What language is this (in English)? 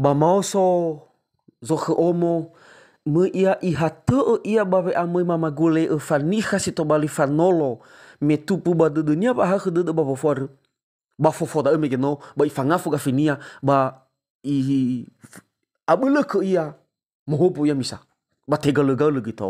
Nias